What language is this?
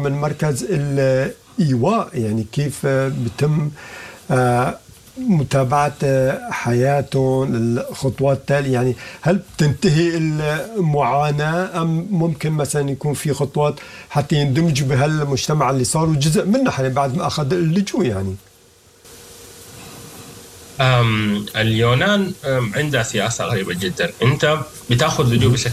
Sudanese Arabic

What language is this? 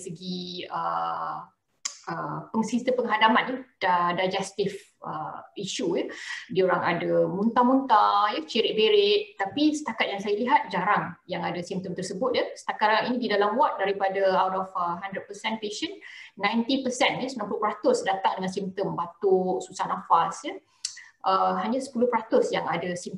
Malay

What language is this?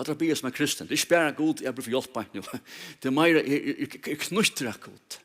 Faroese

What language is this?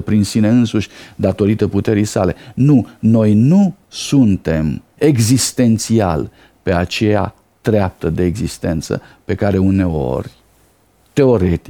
Romanian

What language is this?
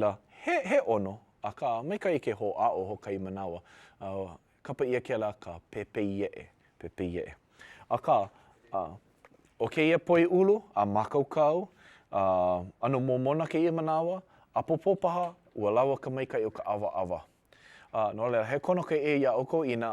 Hawaiian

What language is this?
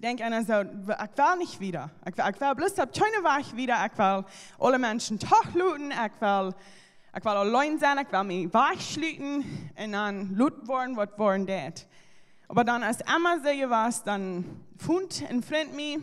Plautdietsch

